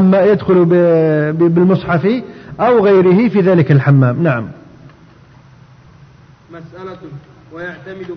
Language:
Arabic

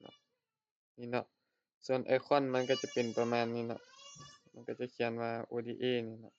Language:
Lao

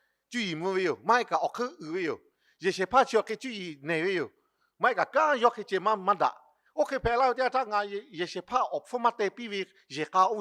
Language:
Lahu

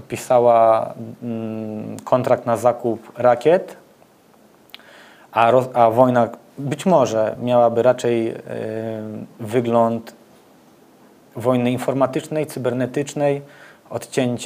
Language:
Polish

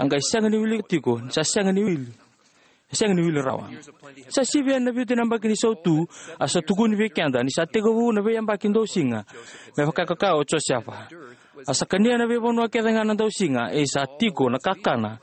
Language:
Fijian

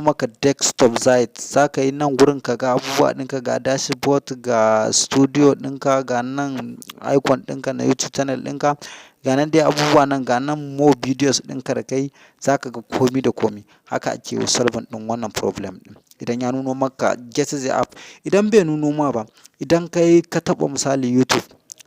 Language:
Hausa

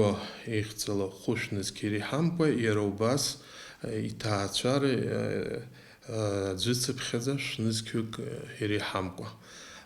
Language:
Abkhazian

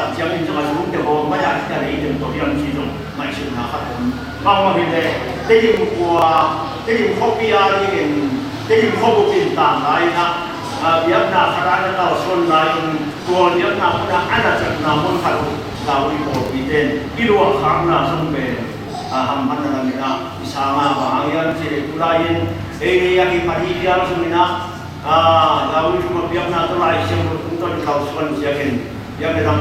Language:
Tedim Chin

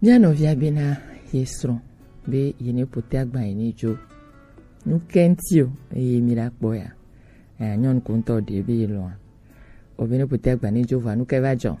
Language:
Gen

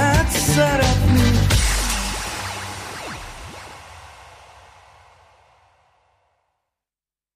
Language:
Hungarian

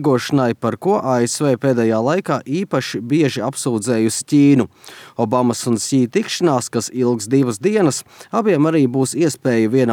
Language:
Latvian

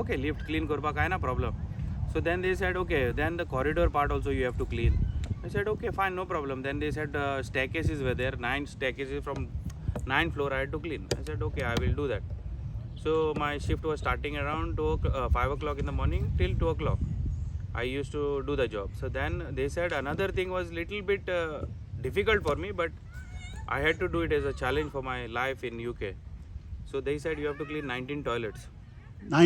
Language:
Konkani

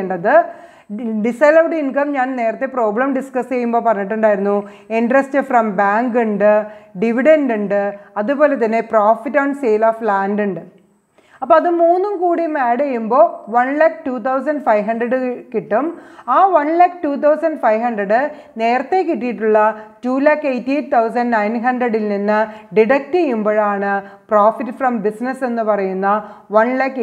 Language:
Malayalam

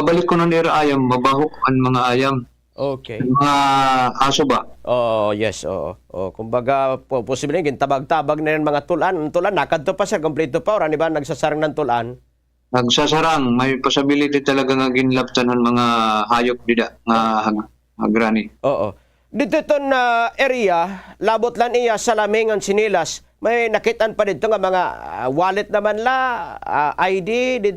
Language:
Waray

